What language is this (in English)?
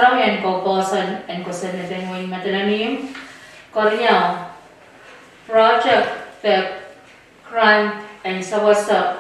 Pohnpeian